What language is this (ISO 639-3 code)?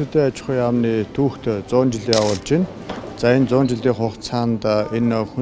mon